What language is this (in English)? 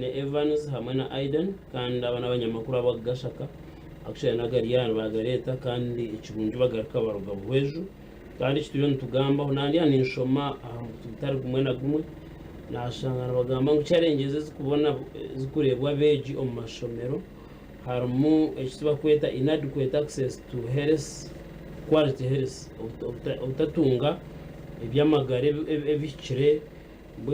Nyankole